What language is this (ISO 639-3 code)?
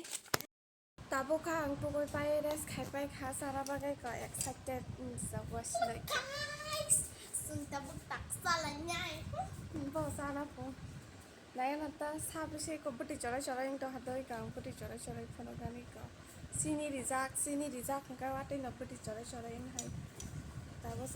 trp